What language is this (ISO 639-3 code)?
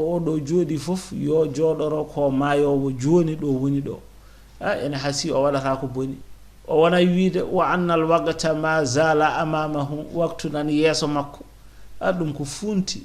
ful